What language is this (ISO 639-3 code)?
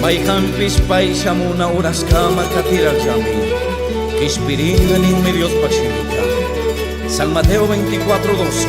qug